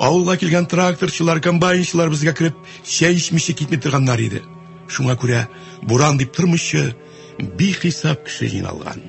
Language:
Tatar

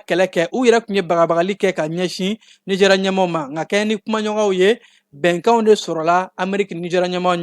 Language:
Bambara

